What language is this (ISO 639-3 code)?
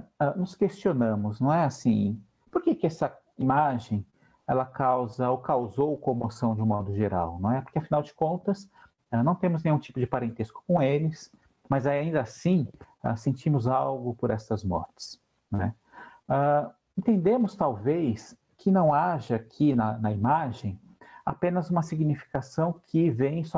por